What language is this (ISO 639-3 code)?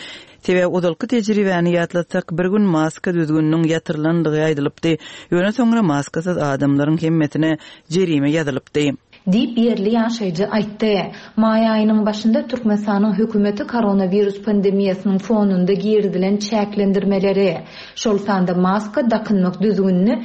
tuk